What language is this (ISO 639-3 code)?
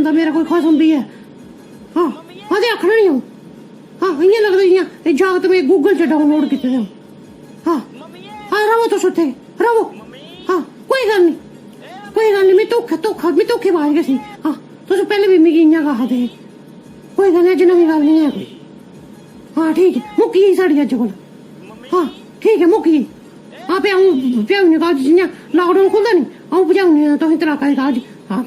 doi